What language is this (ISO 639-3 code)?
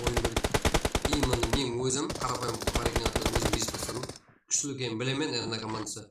kaa